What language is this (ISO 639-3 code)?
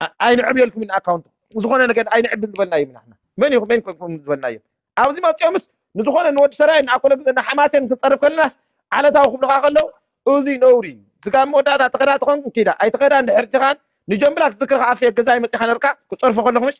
tir